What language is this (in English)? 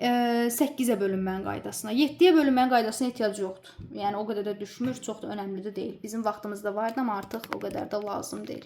Azerbaijani